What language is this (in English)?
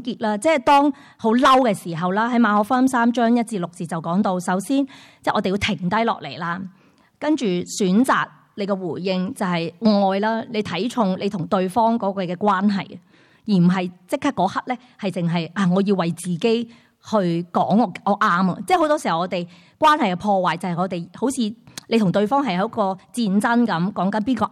Cantonese